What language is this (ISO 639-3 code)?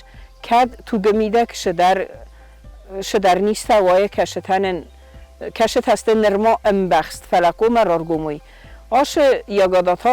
oss